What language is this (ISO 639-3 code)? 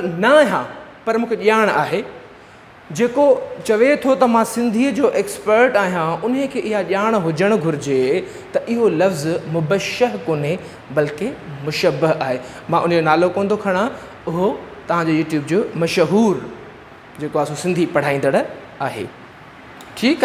snd